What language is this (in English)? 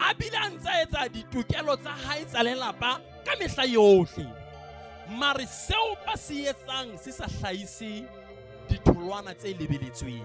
Southern Sotho